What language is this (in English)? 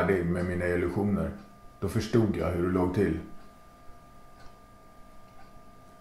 Swedish